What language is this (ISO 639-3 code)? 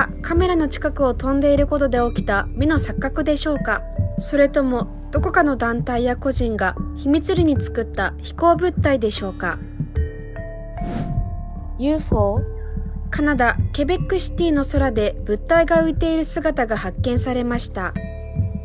jpn